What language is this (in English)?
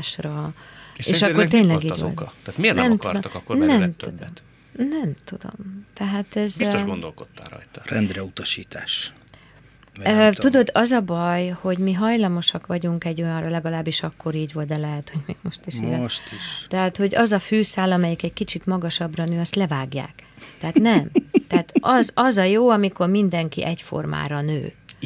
Hungarian